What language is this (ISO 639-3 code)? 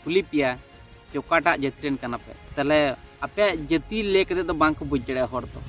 sat